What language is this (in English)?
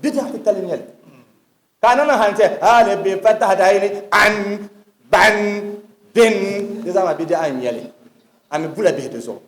Dagbani